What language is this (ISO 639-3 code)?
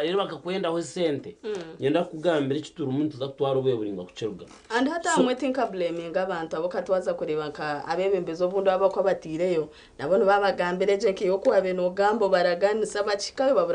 nyn